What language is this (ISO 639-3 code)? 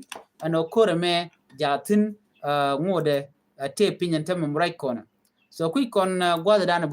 nus